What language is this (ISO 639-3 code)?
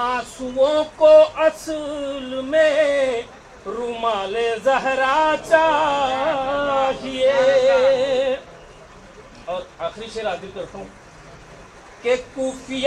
urd